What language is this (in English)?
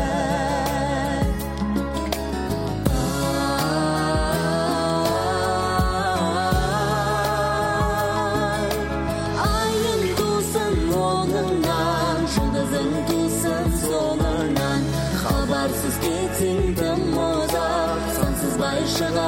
Kazakh